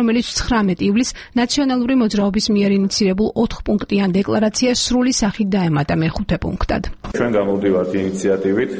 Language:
Georgian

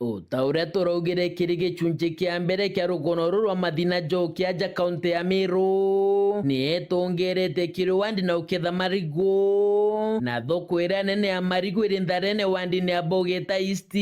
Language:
Meru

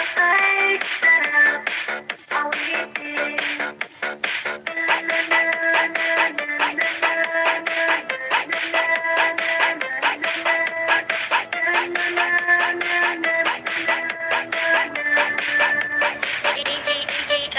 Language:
Filipino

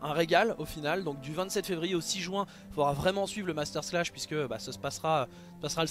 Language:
French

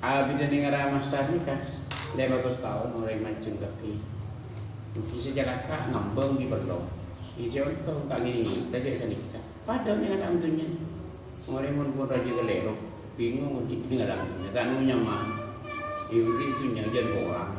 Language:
Madurese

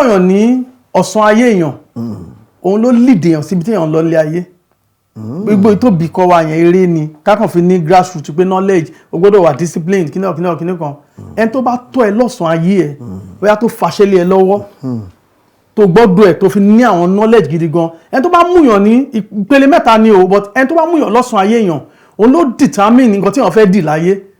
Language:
Yoruba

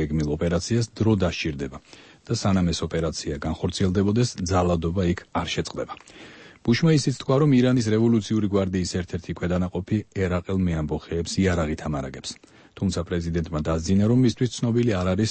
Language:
Georgian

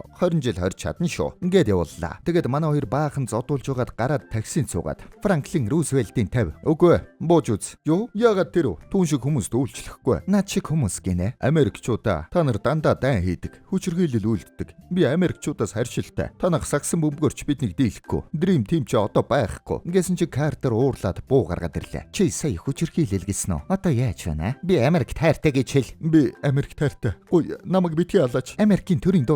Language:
Mongolian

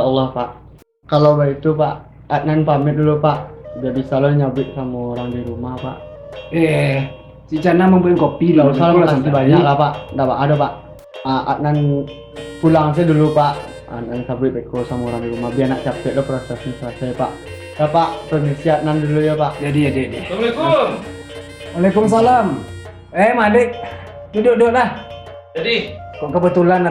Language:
Minangkabau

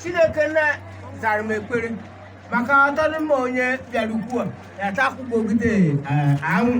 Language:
Igbo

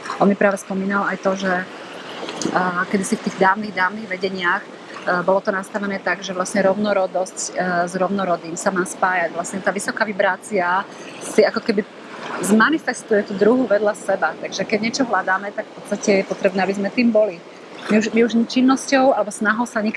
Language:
Slovak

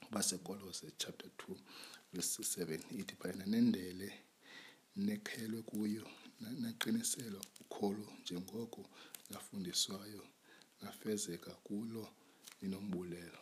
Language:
Xhosa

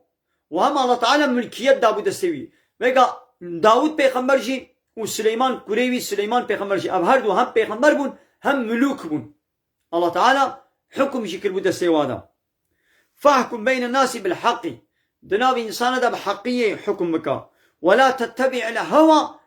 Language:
Kurdish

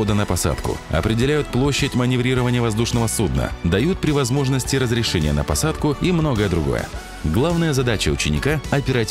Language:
Russian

